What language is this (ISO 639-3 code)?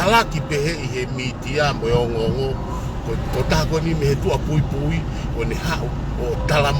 ton